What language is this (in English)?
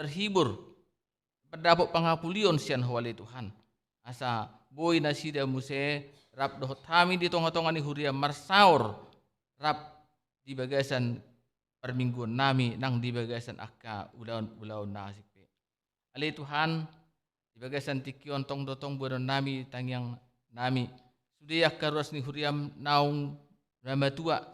Batak Toba